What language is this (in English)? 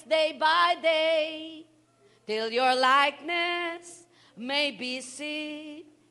Filipino